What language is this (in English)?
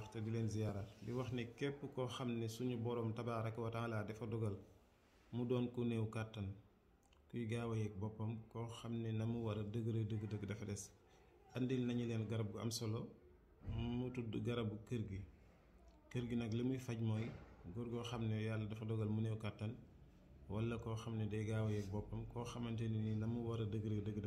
Wolof